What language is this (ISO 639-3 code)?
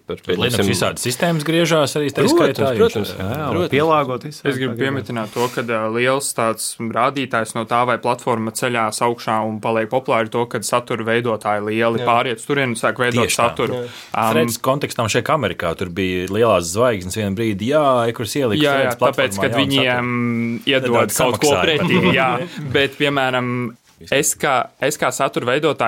lav